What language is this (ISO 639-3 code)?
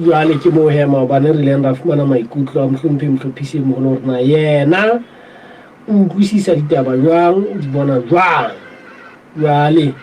sot